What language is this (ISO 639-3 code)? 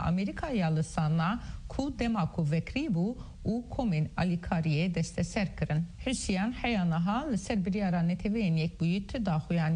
kur